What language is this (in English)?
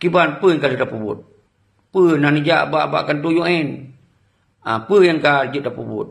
Achinese